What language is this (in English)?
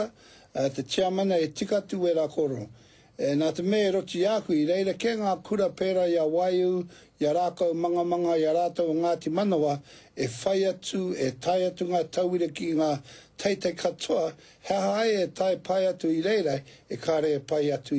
Māori